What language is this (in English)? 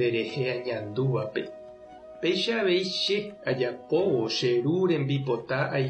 Guarani